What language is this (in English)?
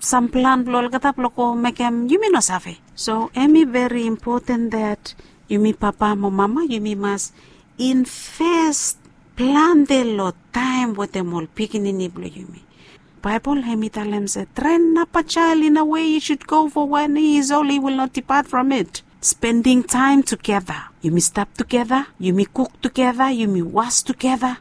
Bislama